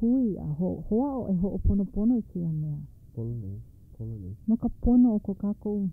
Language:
Hawaiian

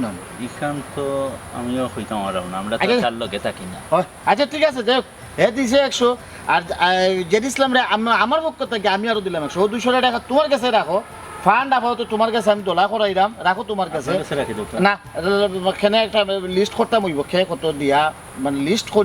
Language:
Sylheti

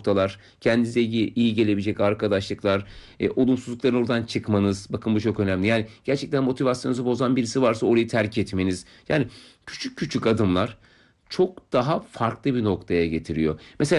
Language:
Turkish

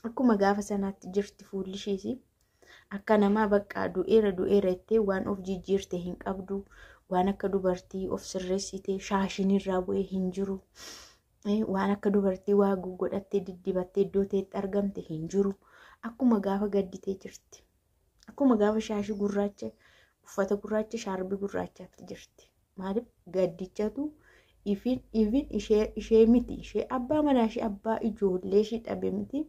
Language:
Oromo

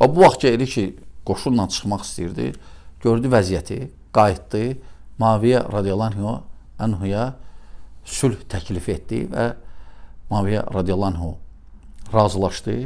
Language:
Azerbaijani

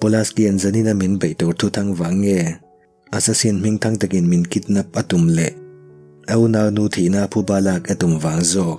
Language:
Mizo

